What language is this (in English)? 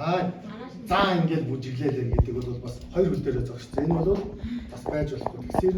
Mongolian